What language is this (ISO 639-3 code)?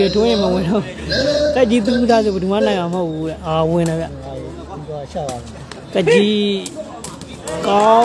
mya